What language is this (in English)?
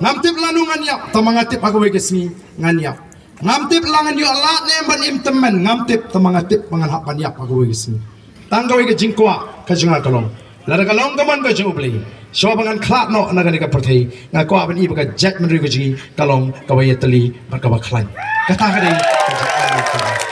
Khasi